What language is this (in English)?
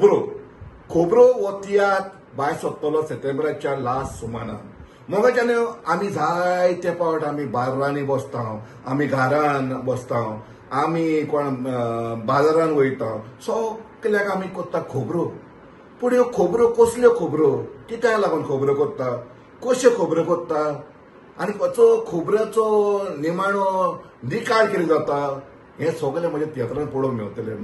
Konkani